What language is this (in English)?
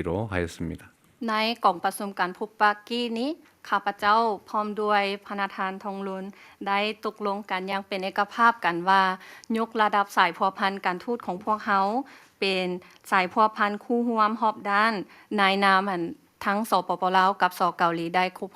Lao